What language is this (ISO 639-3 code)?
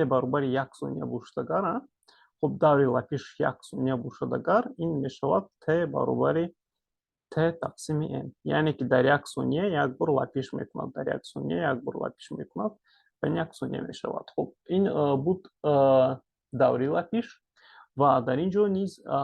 tgk